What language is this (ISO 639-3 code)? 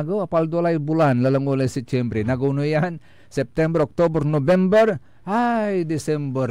pag